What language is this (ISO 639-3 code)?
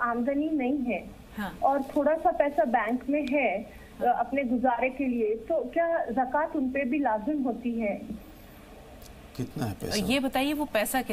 urd